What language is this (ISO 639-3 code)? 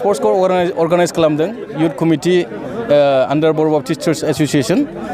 brx